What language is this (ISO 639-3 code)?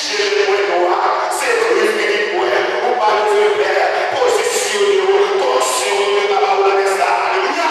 hat